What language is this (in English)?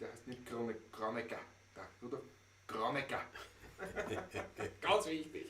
Bavarian